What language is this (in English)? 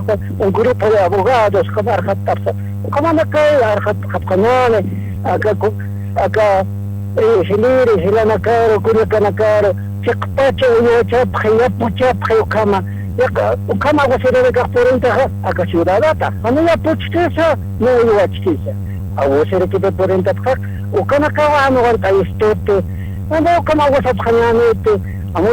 Aymara